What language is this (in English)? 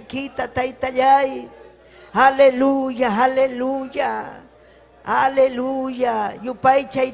Ayacucho Quechua